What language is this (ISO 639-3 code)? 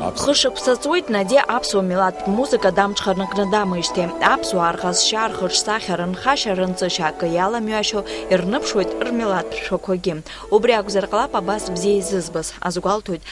abk